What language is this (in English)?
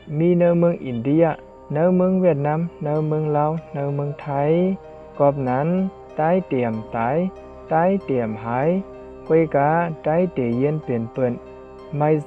Shan